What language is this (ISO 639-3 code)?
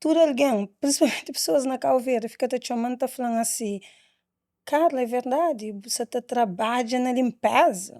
kea